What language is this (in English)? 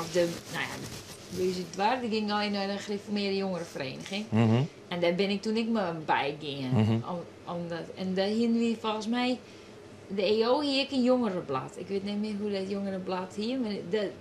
Western Frisian